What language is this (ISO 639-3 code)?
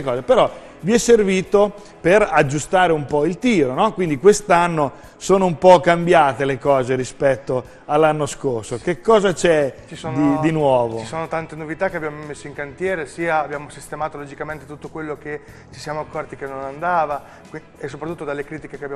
ita